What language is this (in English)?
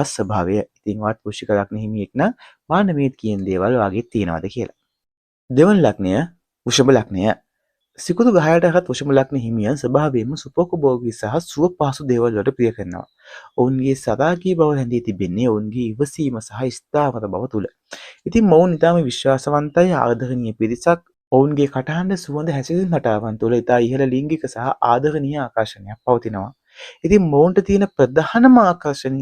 Sinhala